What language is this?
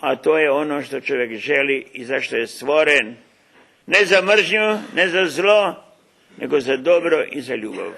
Rusyn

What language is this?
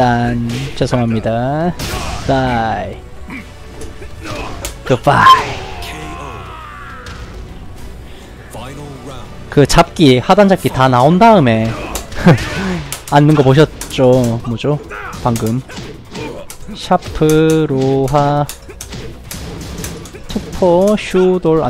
Korean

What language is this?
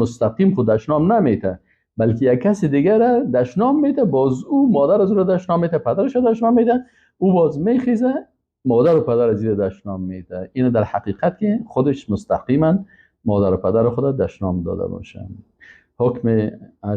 Persian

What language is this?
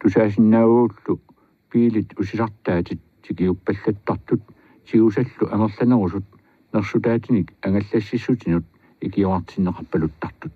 Kalaallisut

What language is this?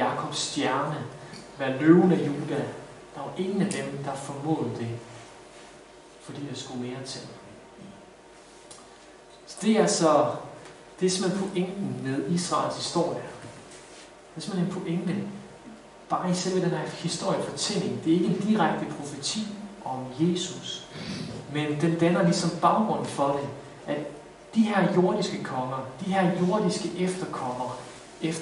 Danish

